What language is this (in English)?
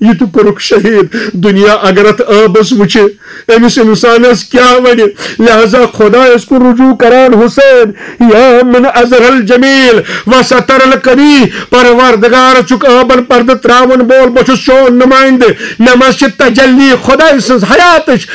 Kashmiri